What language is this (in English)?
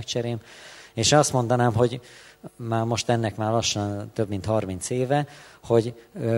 Hungarian